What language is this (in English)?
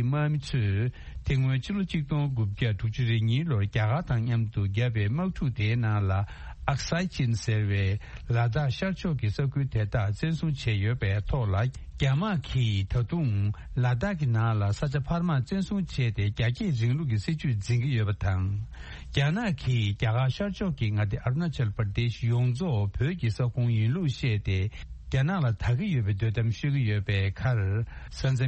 Tibetan